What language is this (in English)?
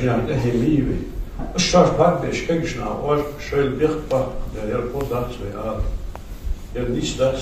Ingush